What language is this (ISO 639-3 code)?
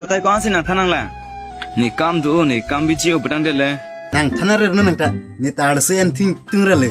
mjw